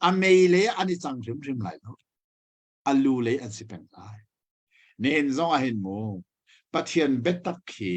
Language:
Hakha Chin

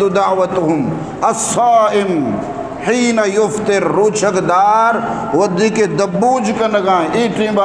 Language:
Eastern Balochi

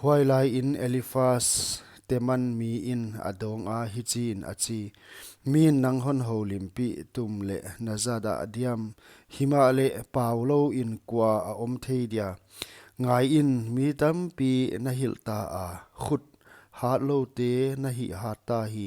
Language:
Paite Chin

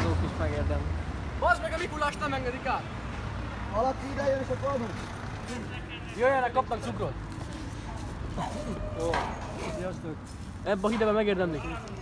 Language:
Hungarian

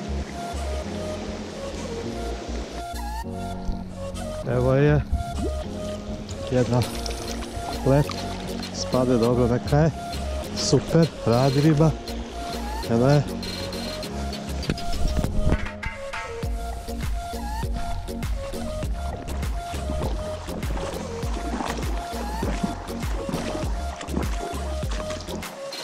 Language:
Croatian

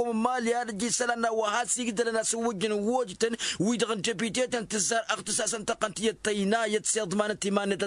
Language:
Tamasheq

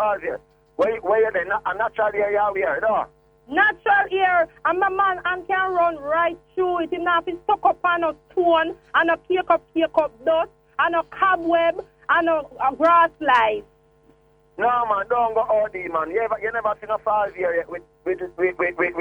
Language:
Jamaican Creole English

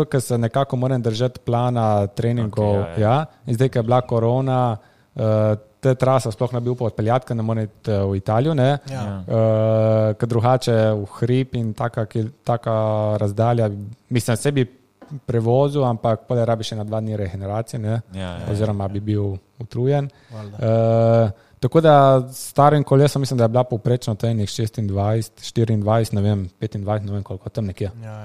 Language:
Slovenian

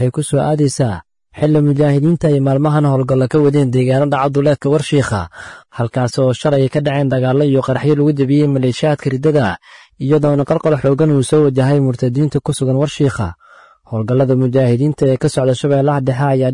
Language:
Somali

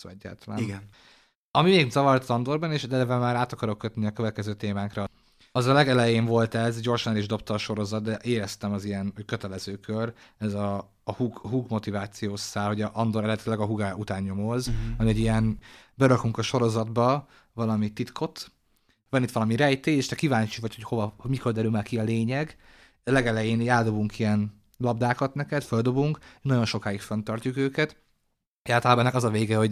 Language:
Hungarian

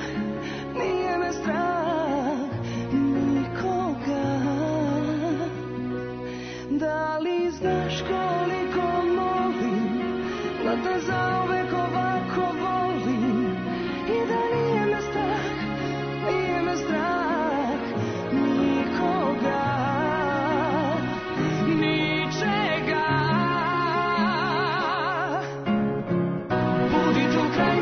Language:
Serbian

